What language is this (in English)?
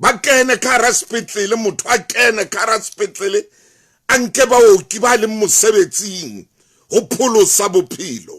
Southern Sotho